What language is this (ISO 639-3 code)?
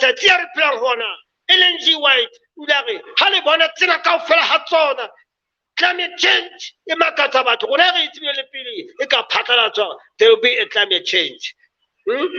sot